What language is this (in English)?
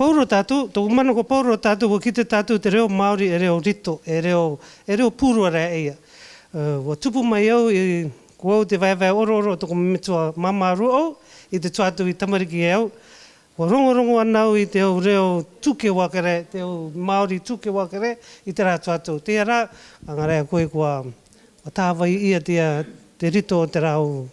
Rarotongan